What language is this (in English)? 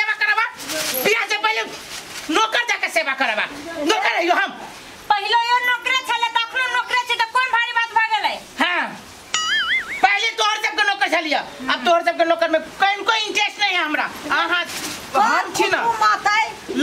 Maithili